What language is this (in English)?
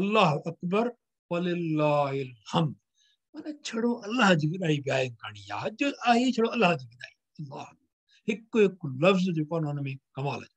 Sindhi